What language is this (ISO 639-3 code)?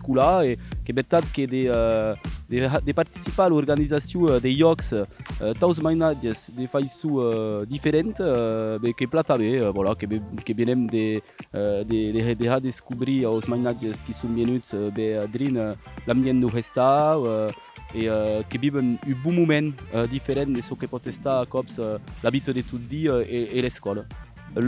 oci